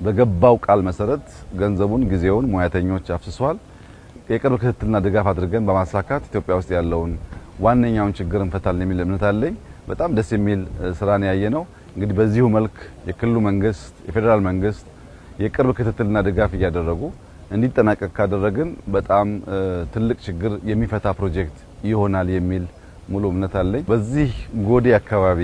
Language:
Amharic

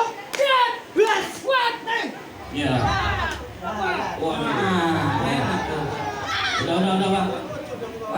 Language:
Betawi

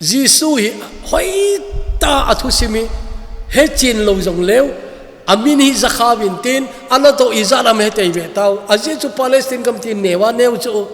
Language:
Thado Chin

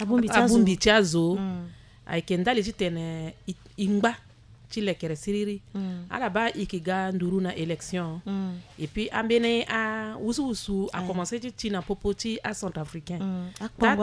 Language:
Sango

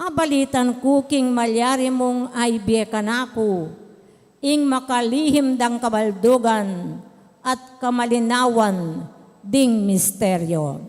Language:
Pampanga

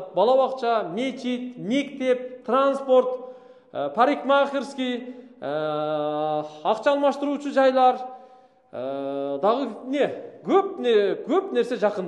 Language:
Kyrgyz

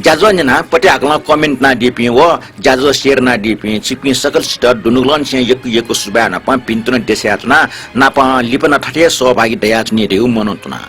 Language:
Newari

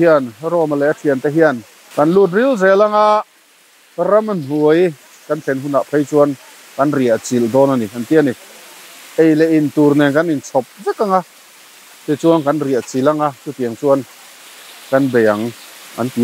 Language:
Mizo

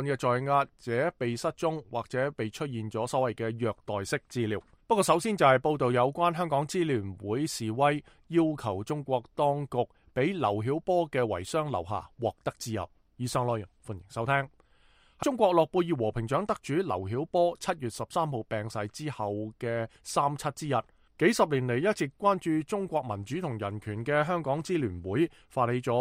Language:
Cantonese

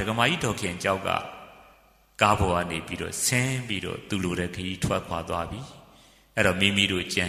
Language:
Burmese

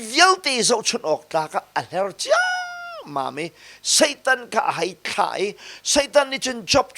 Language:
Hakha Chin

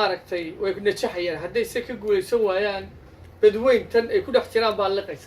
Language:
Somali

